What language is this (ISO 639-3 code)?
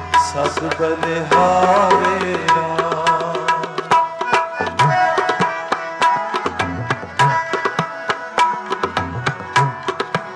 pan